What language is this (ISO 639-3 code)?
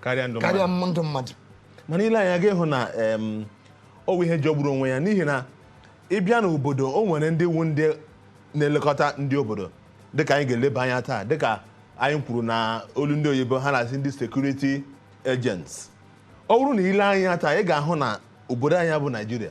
ibo